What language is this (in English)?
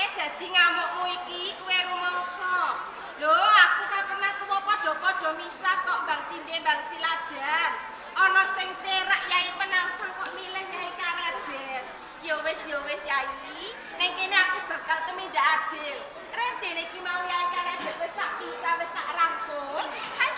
Javanese